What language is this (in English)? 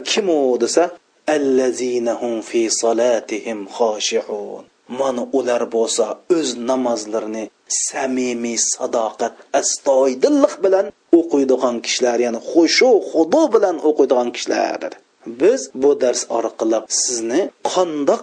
Uyghur